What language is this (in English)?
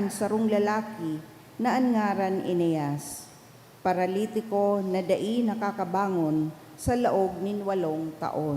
Bikol